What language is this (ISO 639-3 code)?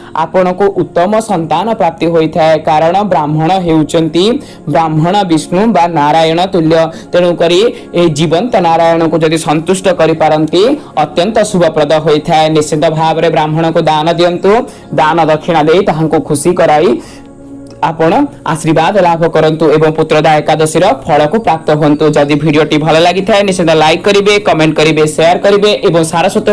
ori